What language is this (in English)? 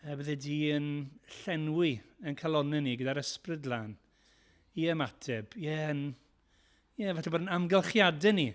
Welsh